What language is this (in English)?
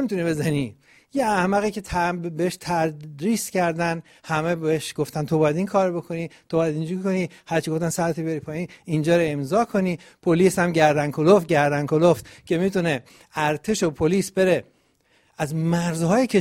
Persian